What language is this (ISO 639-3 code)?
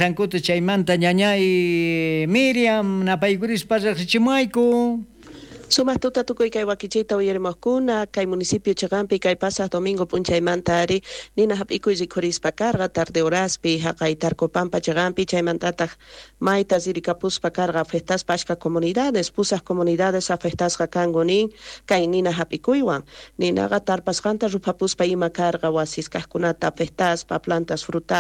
quh